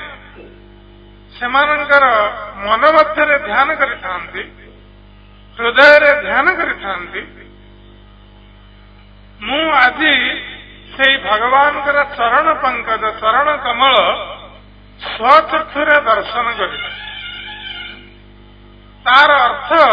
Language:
Odia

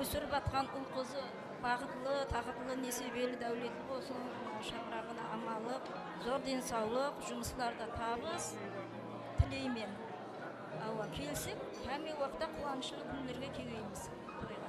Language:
Kara-Kalpak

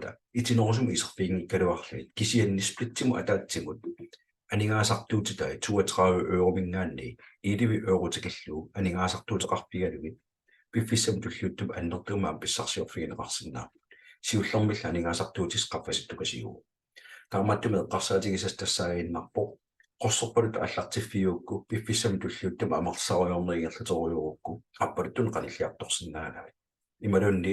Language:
Kalaallisut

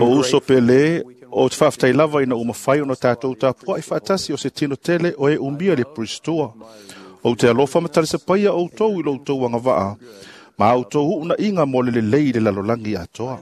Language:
Samoan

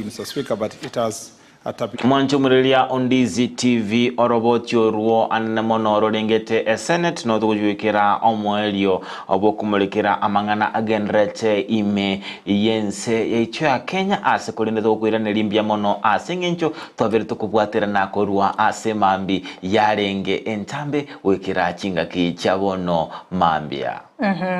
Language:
Gusii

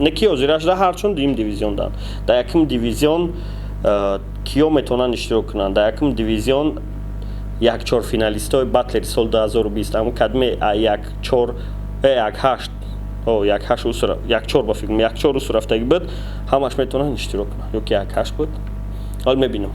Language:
Tajik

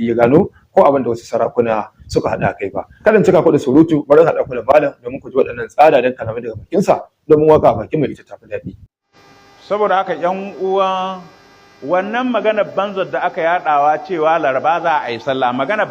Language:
Hausa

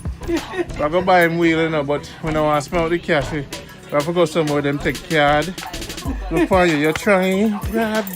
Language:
Jamaican Creole English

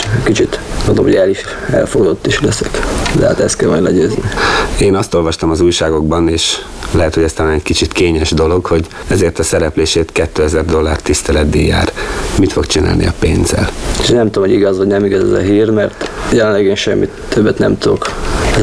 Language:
Hungarian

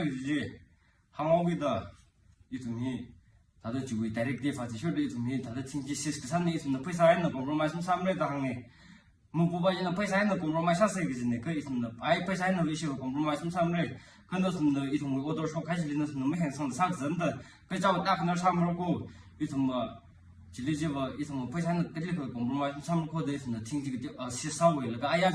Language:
Tangkhul Naga (India)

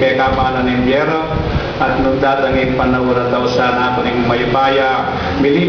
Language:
Pampanga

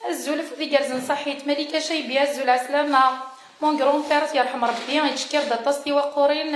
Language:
Kabyle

